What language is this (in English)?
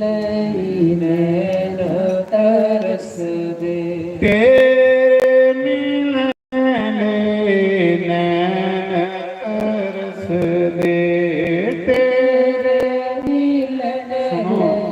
Dogri